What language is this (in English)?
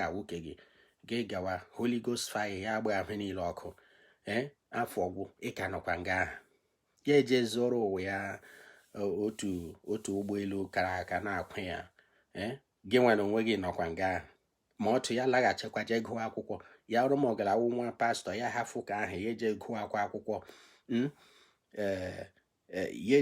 Igbo